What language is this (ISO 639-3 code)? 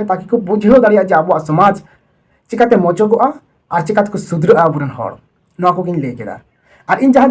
sat